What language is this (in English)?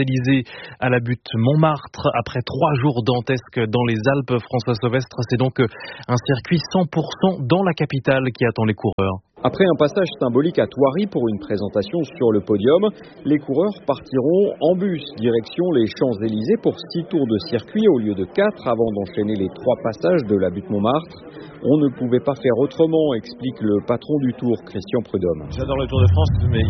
French